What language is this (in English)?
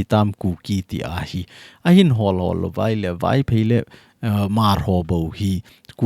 Thado Chin